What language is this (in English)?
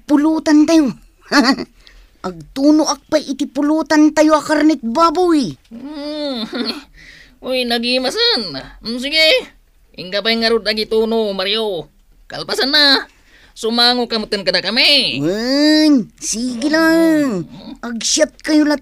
Iloko